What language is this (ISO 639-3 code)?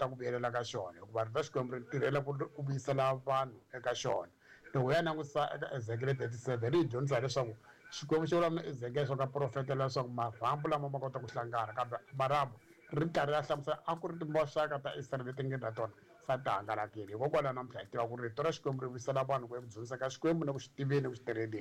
tso